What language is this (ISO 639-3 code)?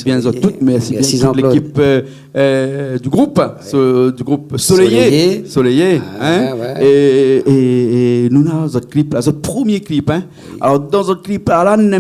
rcf